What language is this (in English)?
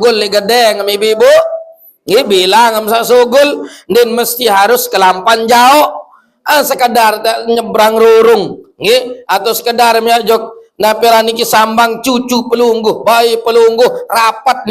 Sasak